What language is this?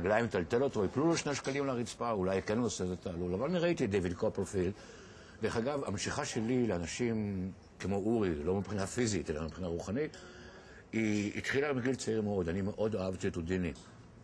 Hebrew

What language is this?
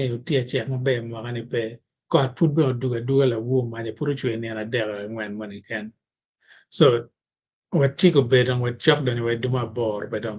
Acoli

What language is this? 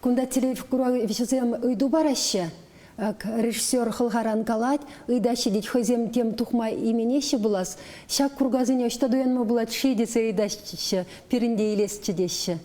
Chuvash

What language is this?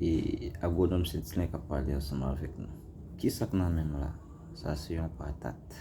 Haitian Creole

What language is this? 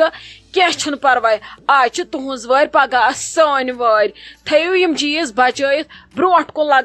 Kashmiri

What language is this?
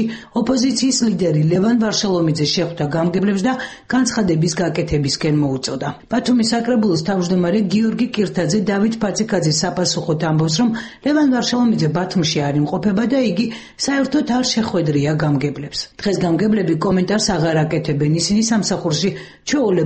Georgian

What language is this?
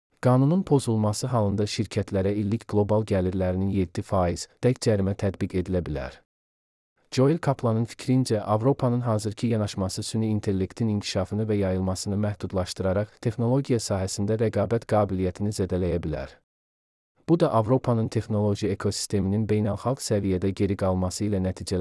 Azerbaijani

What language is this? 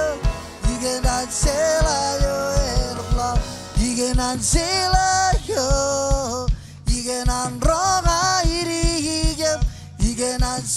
Marshallese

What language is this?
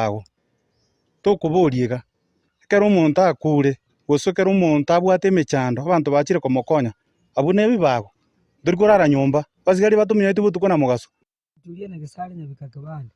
Gusii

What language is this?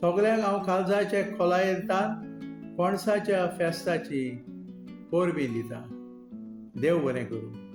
Konkani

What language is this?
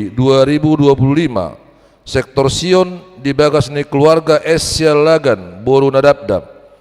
Batak Toba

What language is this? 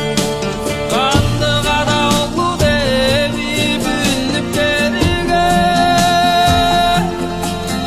Kazakh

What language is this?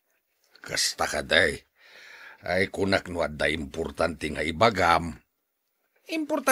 Iloko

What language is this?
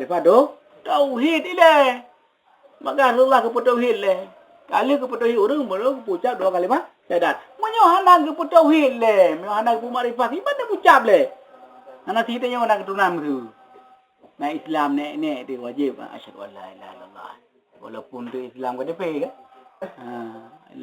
Achinese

